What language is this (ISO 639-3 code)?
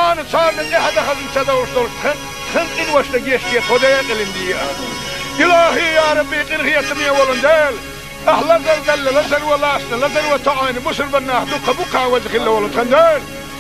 che